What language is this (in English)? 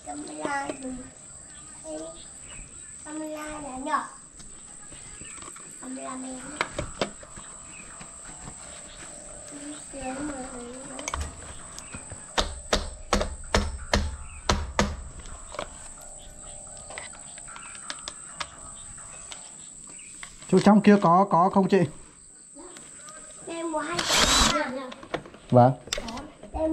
Vietnamese